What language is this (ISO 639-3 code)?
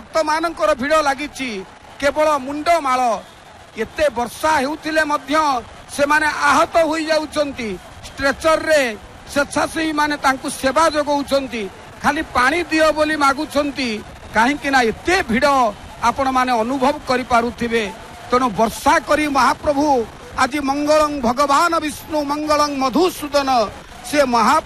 ori